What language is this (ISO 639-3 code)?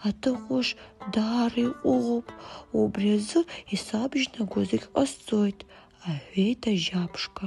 abk